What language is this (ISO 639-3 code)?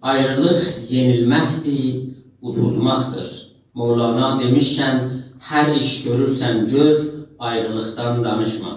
azb